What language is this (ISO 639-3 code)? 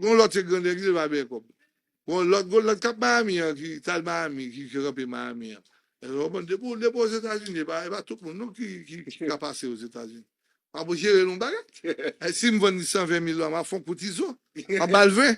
hat